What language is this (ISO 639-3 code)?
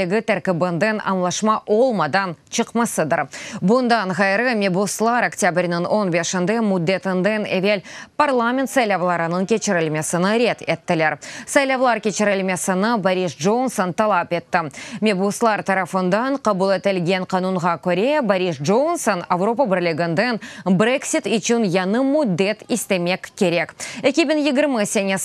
crh